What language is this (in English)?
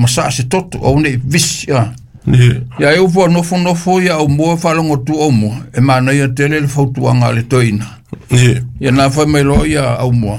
Samoan